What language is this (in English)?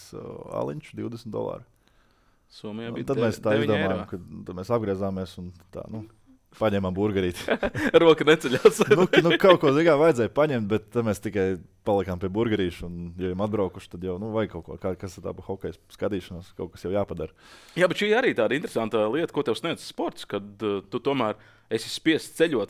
Latvian